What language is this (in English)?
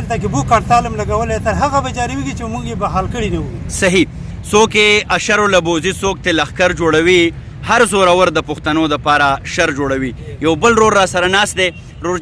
Pashto